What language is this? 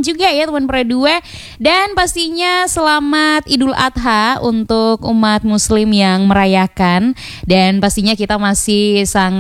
Indonesian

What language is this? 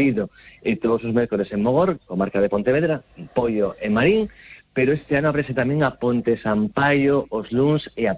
Galician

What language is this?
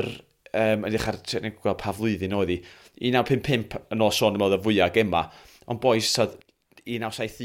Welsh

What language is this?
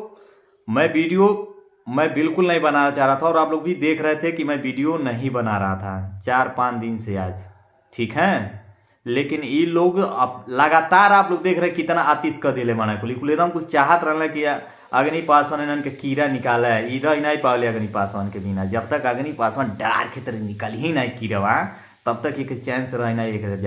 Bhojpuri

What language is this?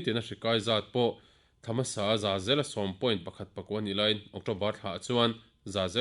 Mizo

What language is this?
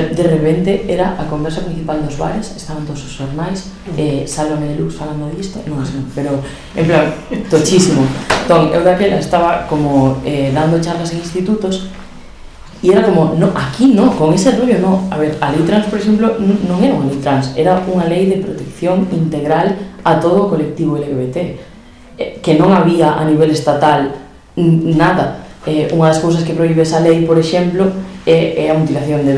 Galician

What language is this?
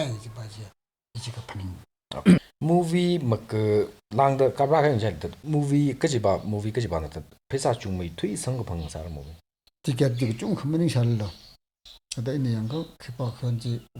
Tangkhul Naga (India)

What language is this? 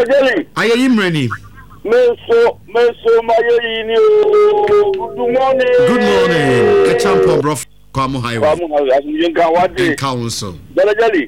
Akan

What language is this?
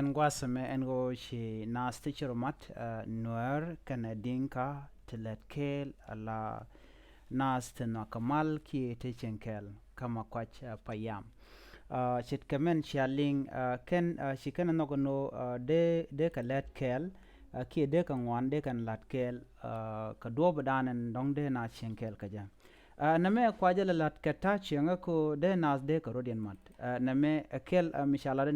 Nuer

